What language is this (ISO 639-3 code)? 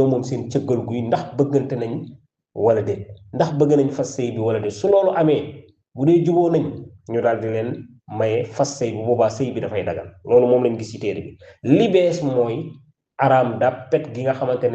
wol